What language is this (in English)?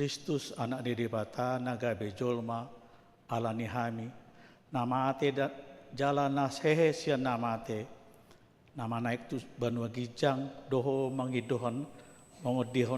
Batak Toba